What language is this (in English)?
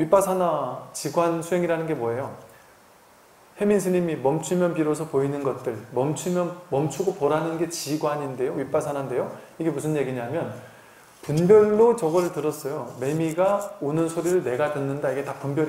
Korean